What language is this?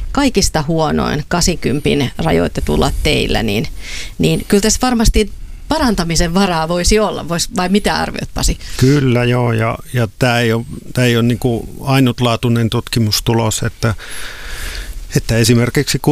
Finnish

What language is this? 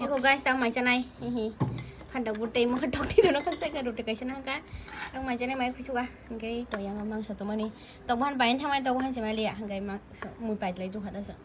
Kok Borok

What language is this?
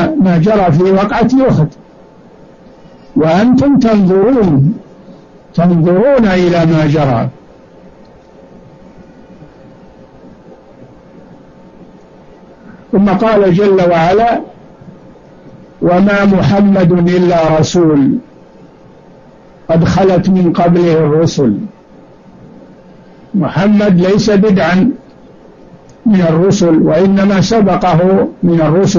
Arabic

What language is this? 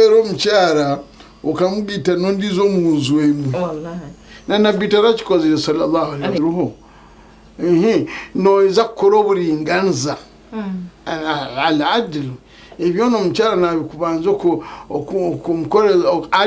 Nyankole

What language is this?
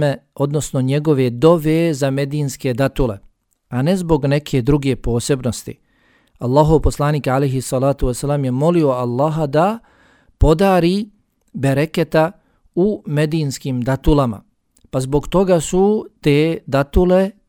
Bosnian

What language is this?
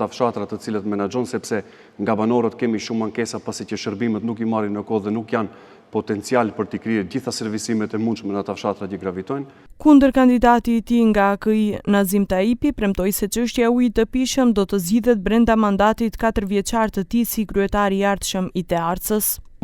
Albanian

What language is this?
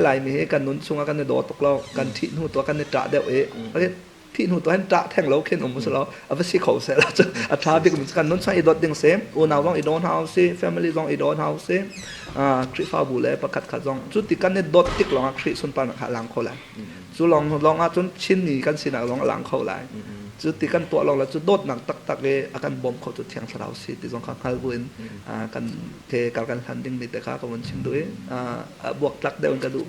Hakha Chin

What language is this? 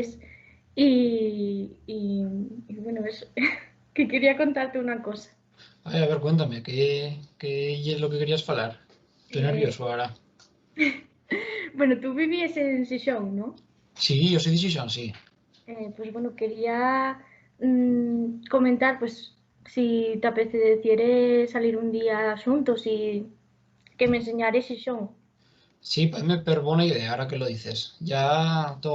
Asturian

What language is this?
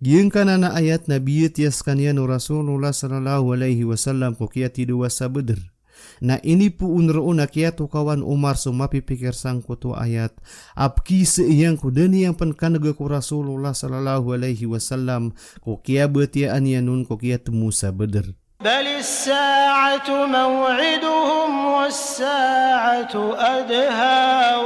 Maranao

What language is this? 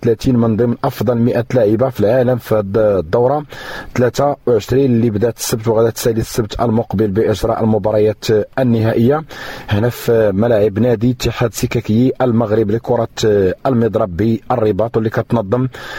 Moroccan Arabic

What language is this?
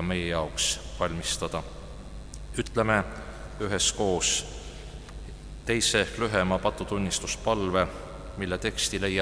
Estonian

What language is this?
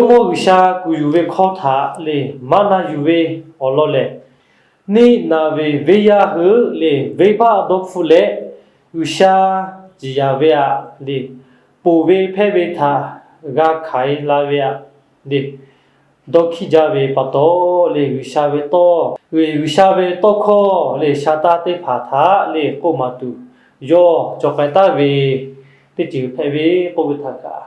Lahu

